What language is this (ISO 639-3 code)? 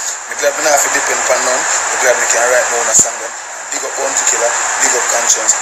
jam